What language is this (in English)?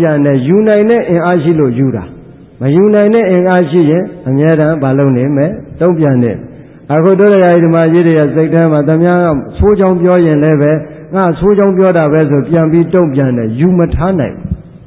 Burmese